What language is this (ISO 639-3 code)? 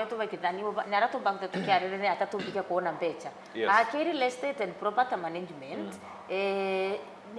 mer